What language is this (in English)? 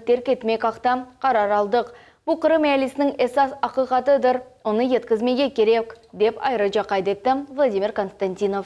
Crimean Tatar